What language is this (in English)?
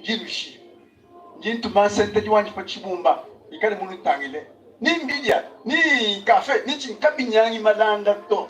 Luba-Lulua